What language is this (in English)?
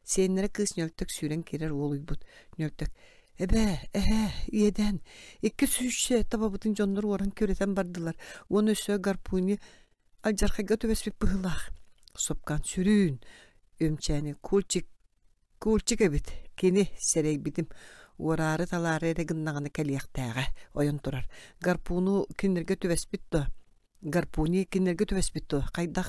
Yakut